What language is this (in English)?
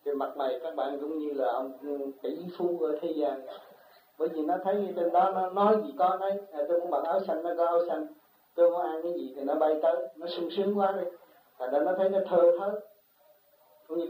Vietnamese